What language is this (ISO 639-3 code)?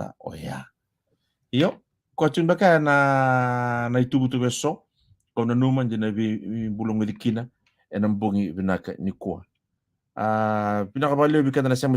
fij